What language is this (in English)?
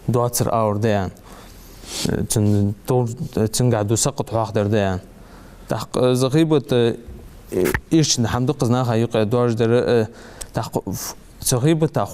Ingush